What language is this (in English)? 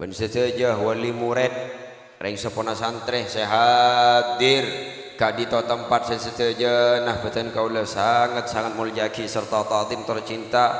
Madurese